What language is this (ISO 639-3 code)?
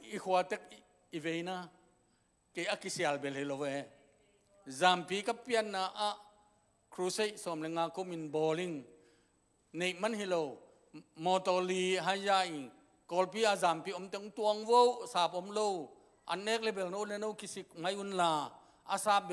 ctd